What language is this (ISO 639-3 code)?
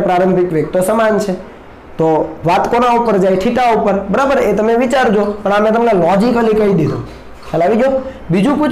guj